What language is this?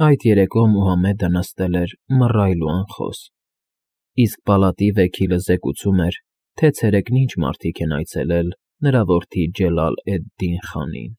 Armenian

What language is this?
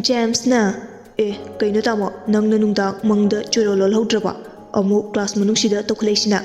Manipuri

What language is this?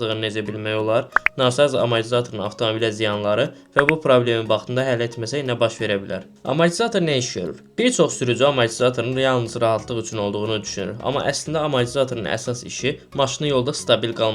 Azerbaijani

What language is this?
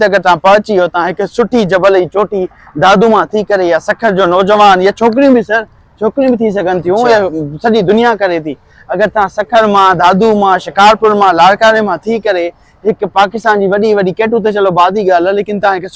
Sindhi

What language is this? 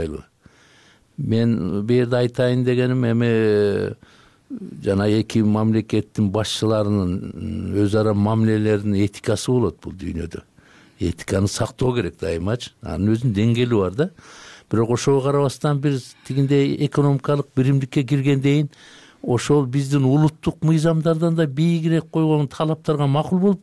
Kyrgyz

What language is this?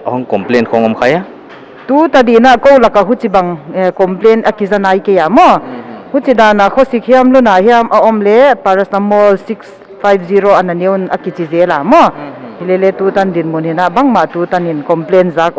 Paite Chin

